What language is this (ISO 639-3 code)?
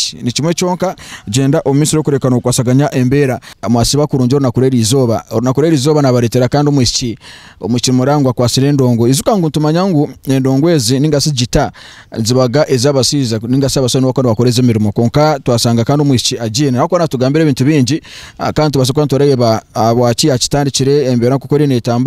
nyn